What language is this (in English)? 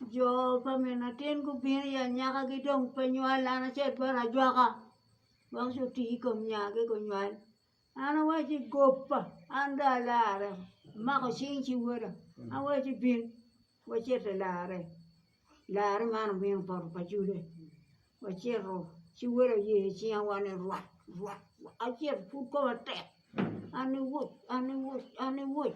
Acoli